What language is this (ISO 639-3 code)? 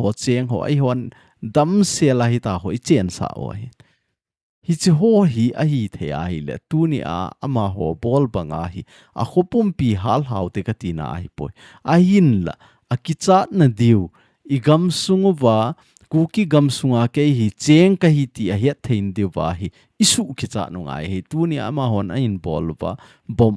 tcz